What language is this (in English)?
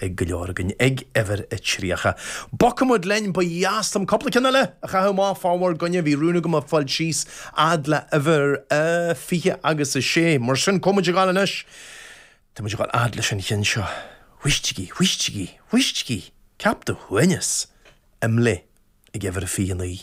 Irish